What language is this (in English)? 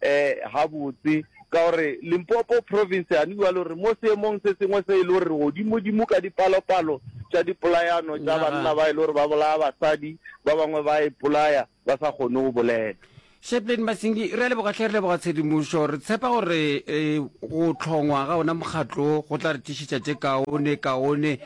Northern Sotho